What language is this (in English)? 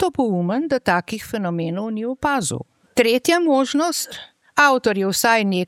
Slovenian